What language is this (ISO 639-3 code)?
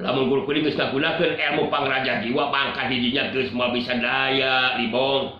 sun